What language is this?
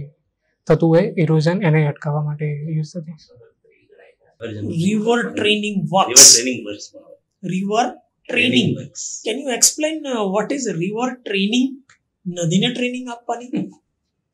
Gujarati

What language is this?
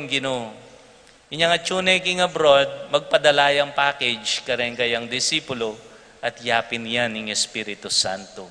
Pampanga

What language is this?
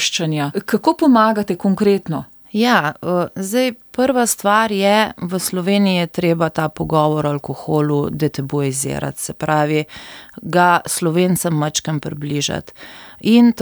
Slovenian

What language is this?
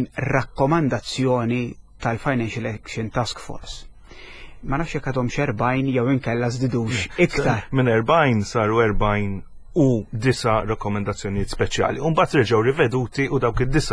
Maltese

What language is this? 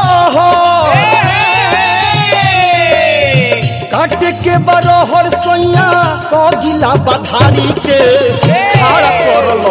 Bhojpuri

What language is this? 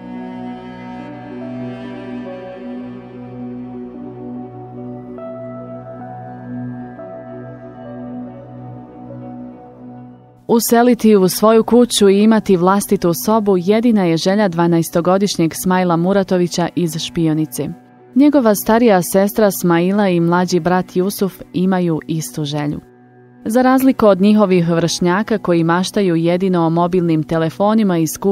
Bosnian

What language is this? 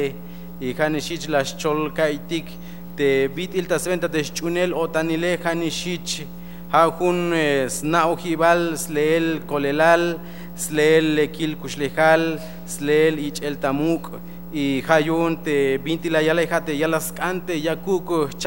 Tzeltal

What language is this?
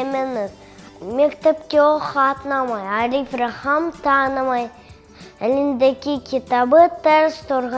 Crimean Tatar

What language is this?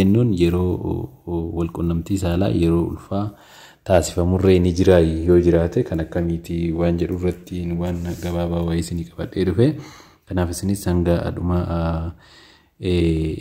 Oromo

